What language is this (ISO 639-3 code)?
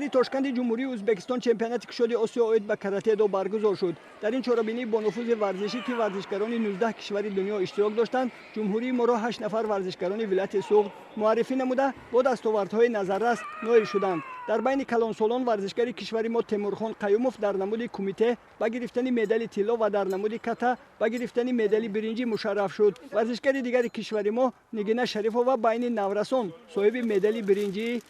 tgk